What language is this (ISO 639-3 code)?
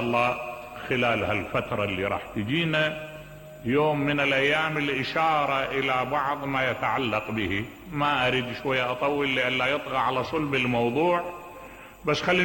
acm